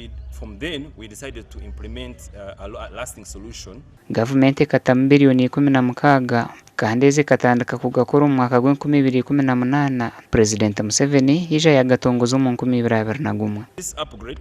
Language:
Nyankole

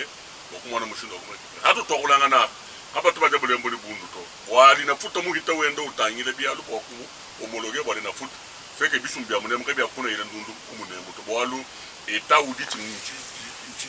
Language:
Luba-Lulua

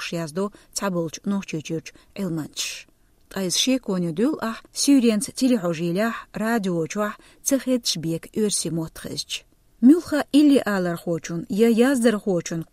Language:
Chechen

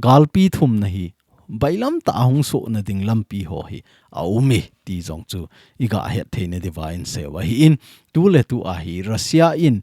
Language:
Thado Chin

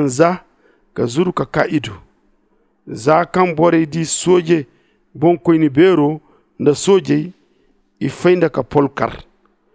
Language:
Zarma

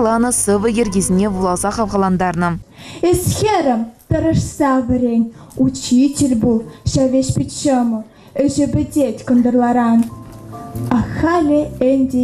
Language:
Chuvash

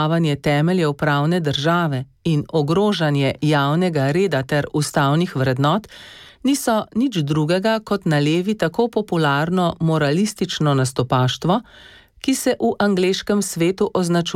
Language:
Slovenian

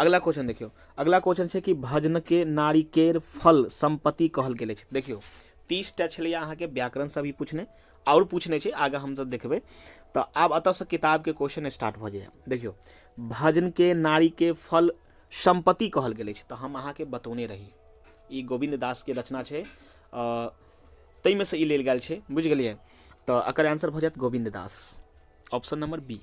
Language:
Maithili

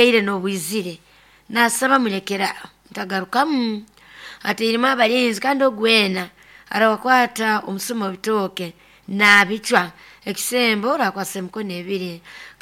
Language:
Nyoro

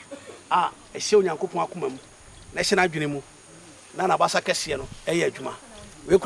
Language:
Akan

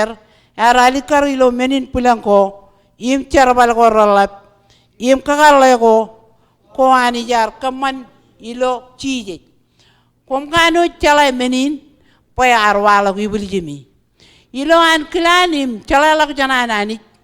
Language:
Marshallese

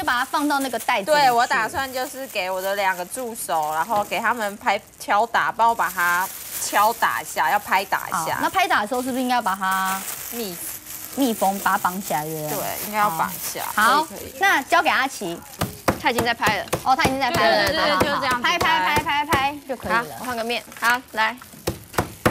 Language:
Chinese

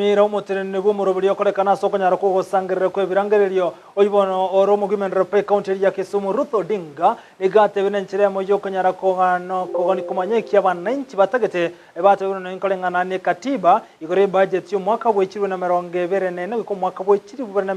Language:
Gusii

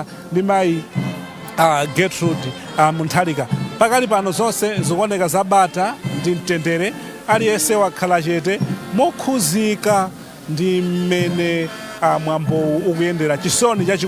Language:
Nyanja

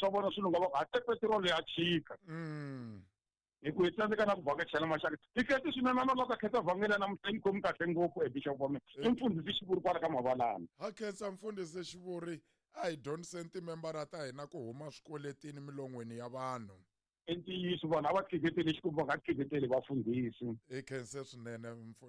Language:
Tsonga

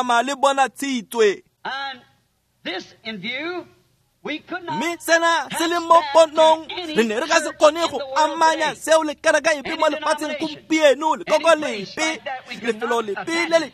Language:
Tswana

